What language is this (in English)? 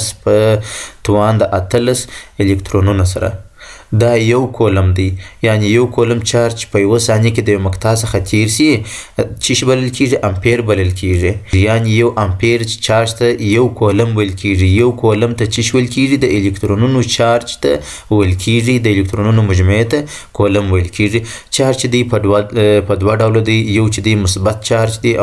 Pashto